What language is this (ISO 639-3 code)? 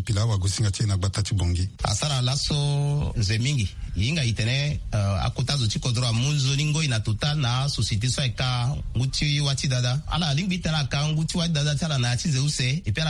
sag